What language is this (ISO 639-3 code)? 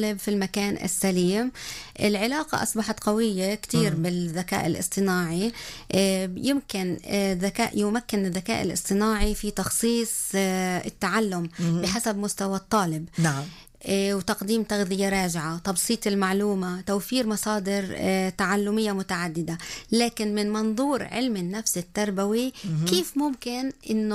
apc